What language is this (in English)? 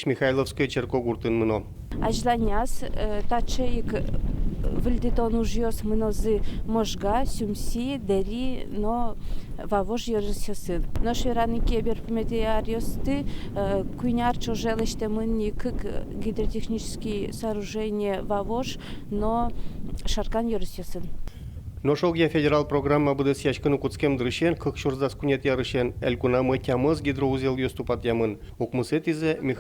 Udmurt